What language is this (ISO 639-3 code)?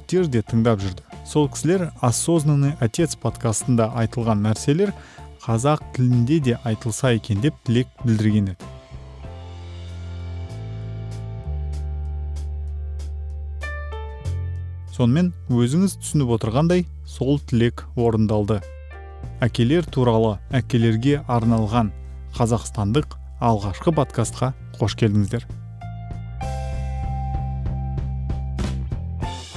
kaz